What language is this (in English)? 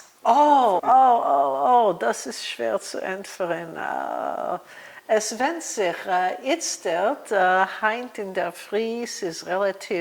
Yiddish